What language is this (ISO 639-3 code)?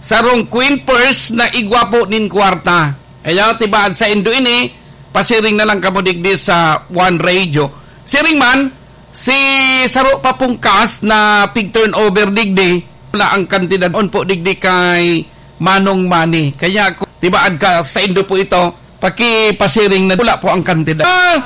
bik